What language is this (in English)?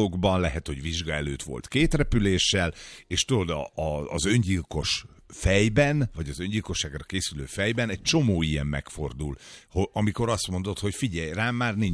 Hungarian